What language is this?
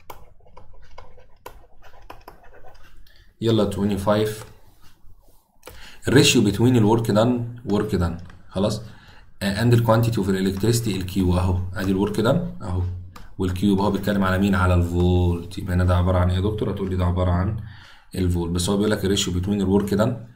Egyptian Arabic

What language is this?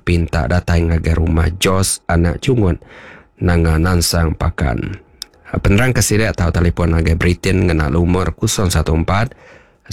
Iban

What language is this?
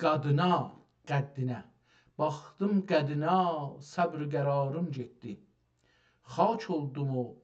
South Azerbaijani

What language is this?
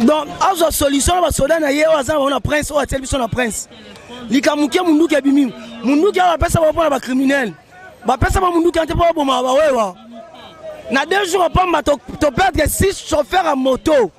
Lingala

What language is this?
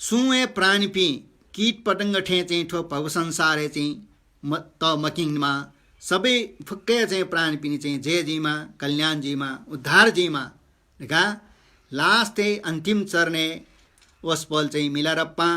Newari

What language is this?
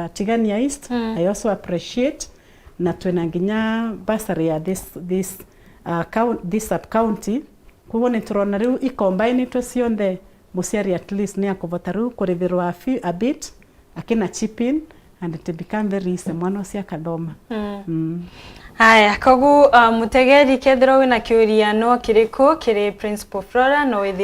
Meru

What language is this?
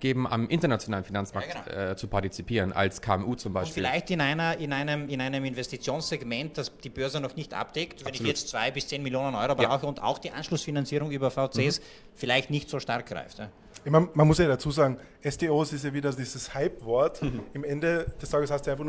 German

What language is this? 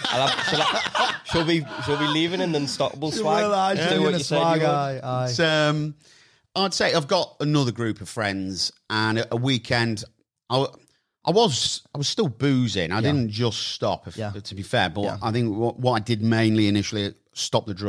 English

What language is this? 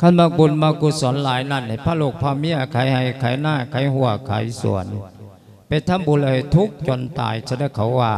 Lao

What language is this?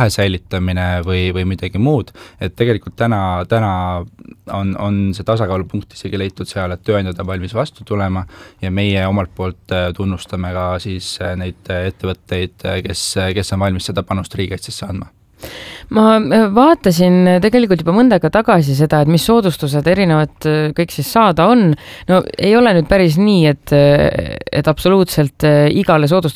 Estonian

